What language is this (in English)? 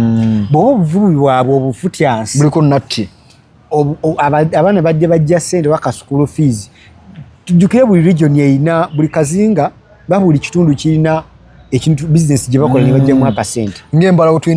Ganda